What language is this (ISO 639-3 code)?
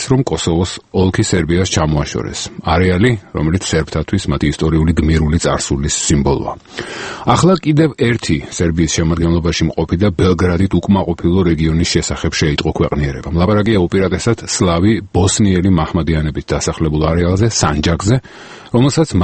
kat